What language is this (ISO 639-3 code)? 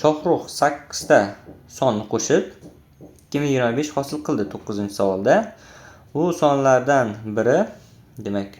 uzb